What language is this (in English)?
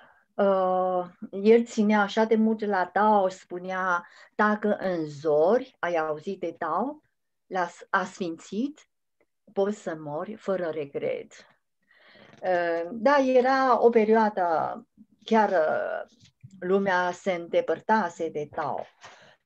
Romanian